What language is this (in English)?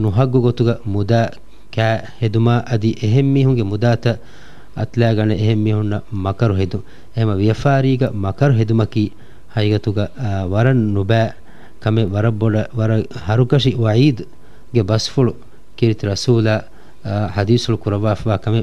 Divehi